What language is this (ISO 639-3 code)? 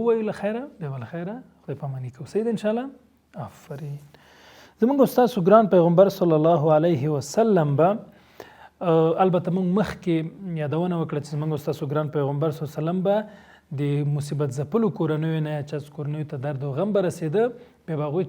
pus